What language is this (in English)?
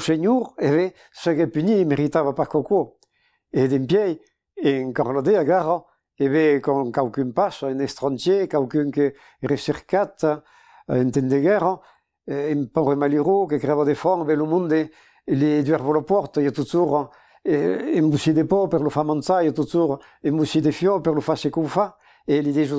Occitan